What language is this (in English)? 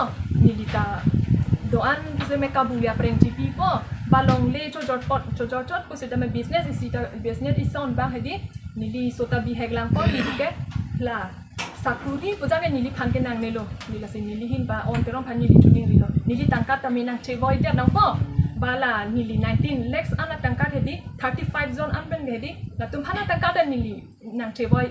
Karbi